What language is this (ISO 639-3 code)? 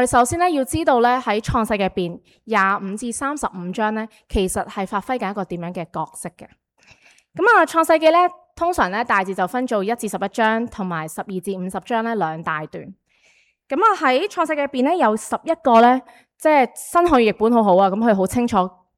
yue